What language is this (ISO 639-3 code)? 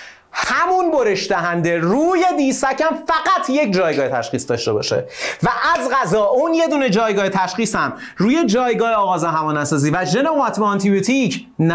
fas